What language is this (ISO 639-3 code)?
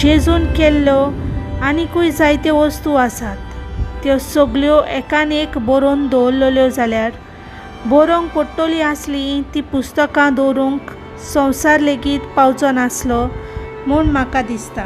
kok